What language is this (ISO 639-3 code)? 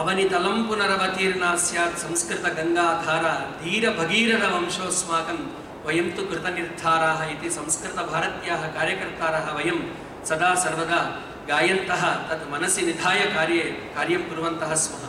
san